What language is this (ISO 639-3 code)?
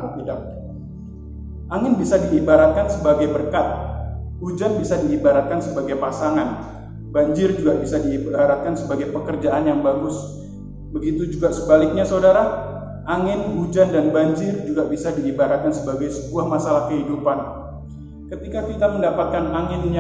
ind